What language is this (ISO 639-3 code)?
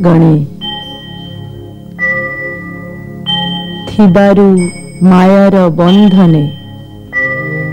ori